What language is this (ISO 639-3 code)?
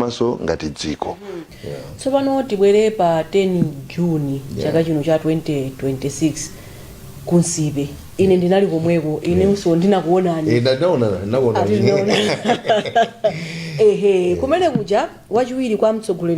nya